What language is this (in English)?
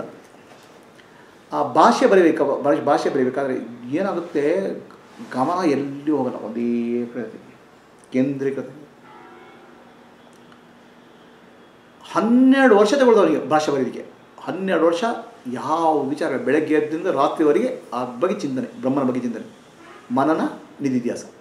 Kannada